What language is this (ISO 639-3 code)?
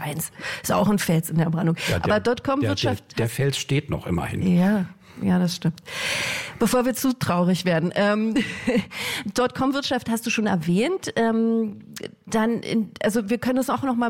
deu